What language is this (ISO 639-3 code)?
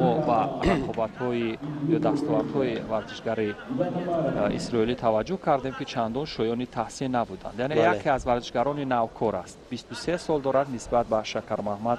tgk